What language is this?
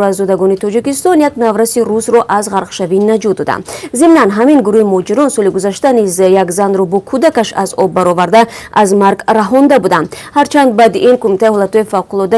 Tajik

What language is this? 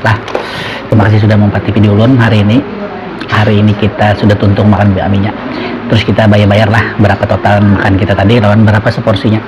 Banjar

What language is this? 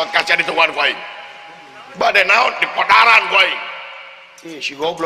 Sundanese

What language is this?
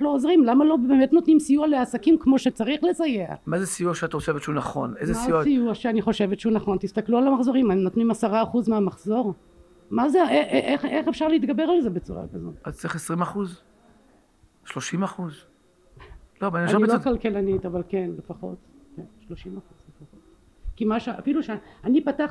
Hebrew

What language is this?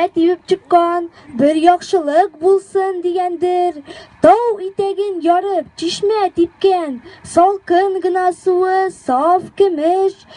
Tatar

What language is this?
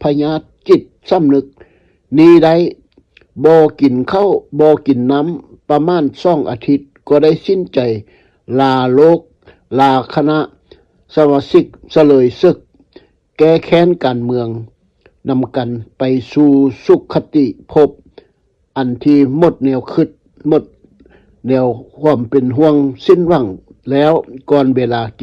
Lao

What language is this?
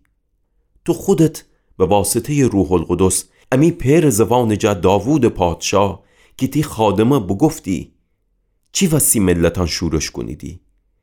Gilaki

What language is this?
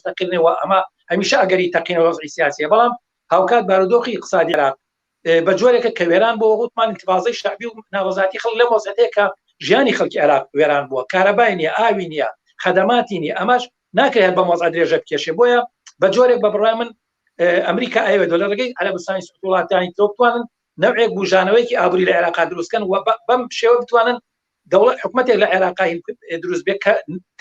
Central Kurdish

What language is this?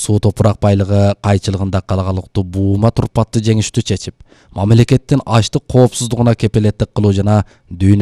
Kyrgyz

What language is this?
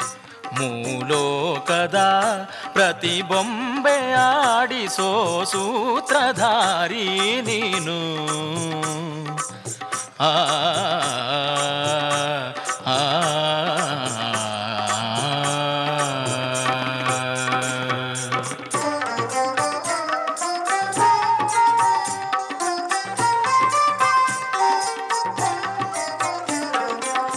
Kannada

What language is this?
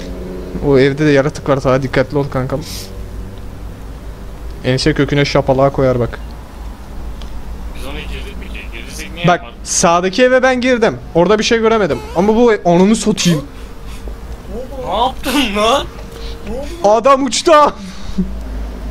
Turkish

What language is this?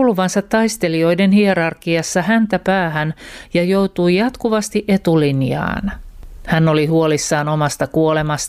Finnish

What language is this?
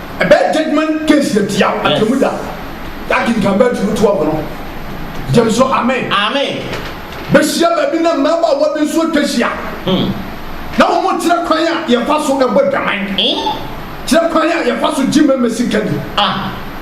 Akan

